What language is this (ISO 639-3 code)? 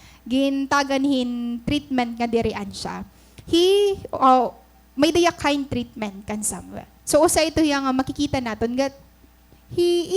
war